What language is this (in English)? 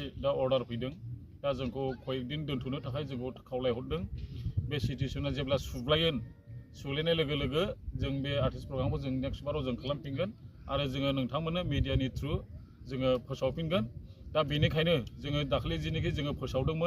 Bodo